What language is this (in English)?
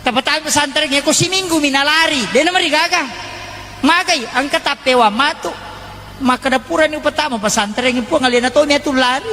Buginese